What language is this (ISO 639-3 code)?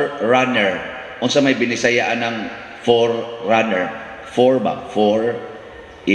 ceb